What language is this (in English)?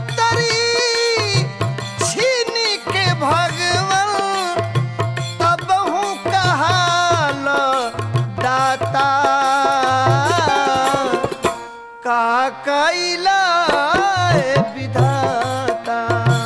Bhojpuri